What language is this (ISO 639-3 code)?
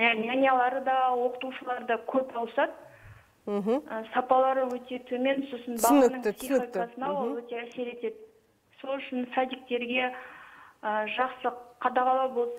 kaz